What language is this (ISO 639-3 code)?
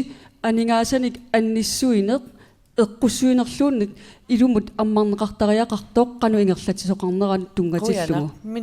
kal